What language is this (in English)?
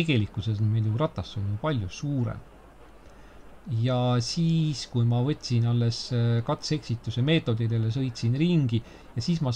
Estonian